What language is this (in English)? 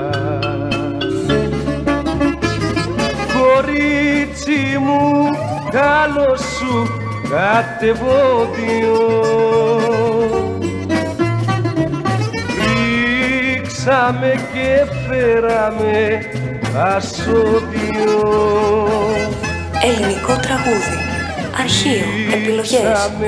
Greek